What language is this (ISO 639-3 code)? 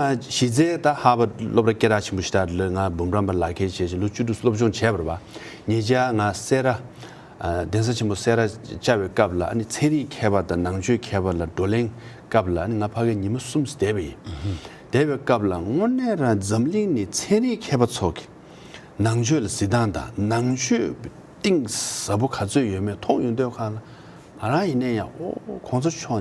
bod